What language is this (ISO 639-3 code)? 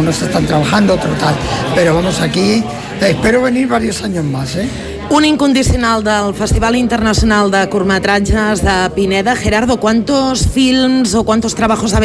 spa